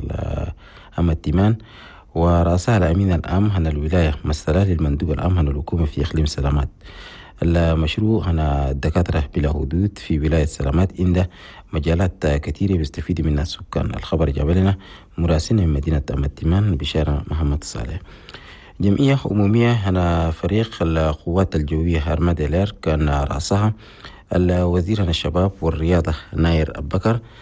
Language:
Chadian Arabic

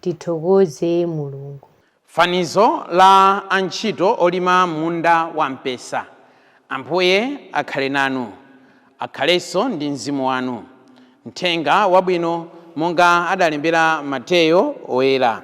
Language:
Nyanja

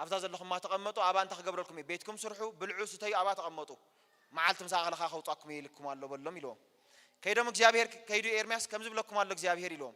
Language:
Tigrinya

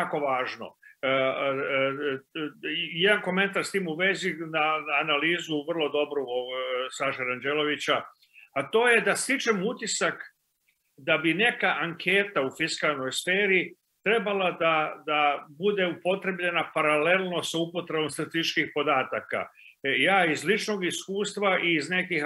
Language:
Serbian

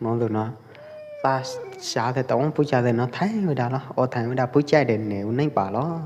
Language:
Pwo Eastern Karen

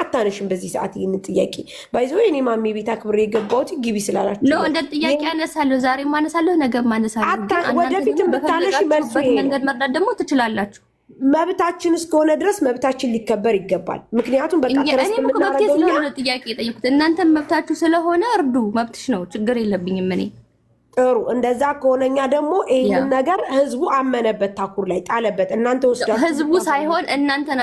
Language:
Amharic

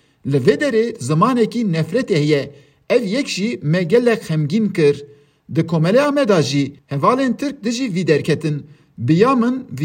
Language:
Kurdish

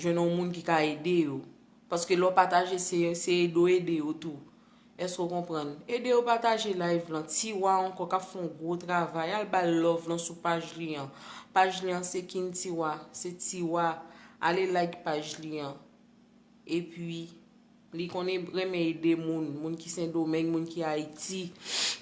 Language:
Haitian Creole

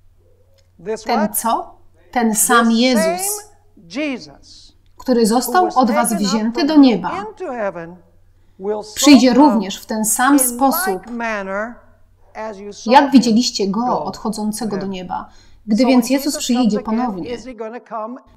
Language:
Polish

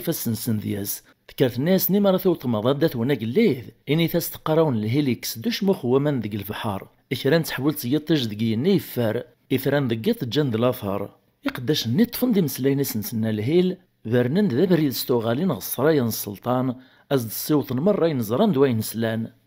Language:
Kabyle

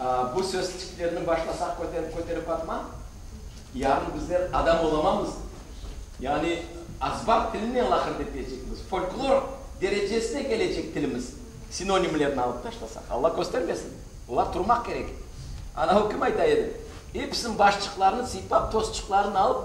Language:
Crimean Tatar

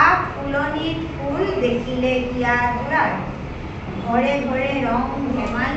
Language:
Assamese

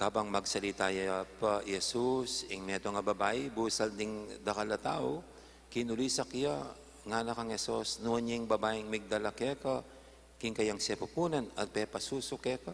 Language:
Pampanga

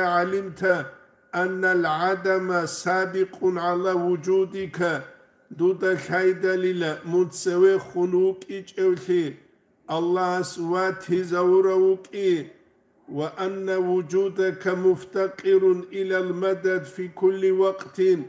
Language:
Avaric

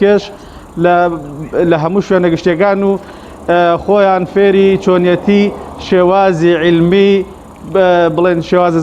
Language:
Central Kurdish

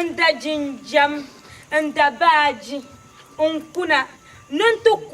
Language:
Dagbani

